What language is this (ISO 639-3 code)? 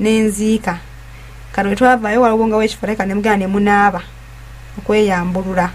lug